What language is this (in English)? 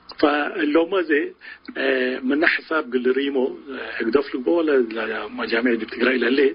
Tigre